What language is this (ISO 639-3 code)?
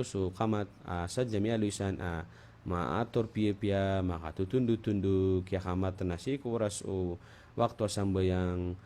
mrw